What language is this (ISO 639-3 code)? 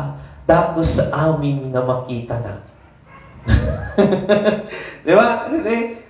ilo